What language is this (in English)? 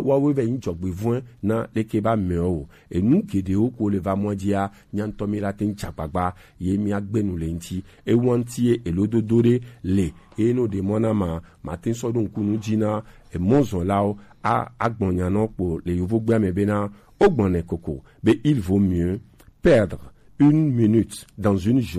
Gen